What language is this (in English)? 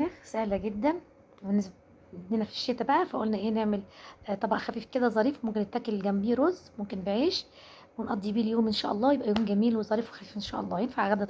Egyptian Arabic